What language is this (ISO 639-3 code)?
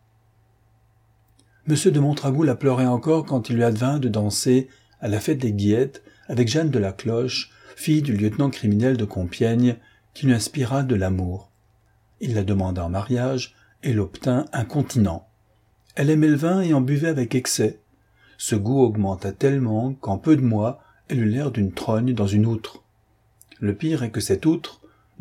fra